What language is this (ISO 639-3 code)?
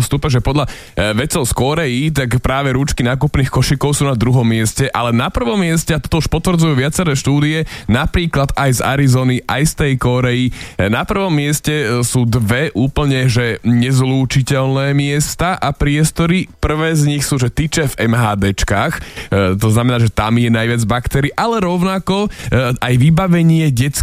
slk